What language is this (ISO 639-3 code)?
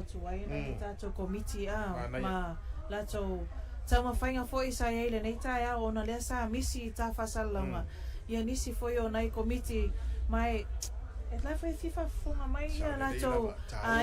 smo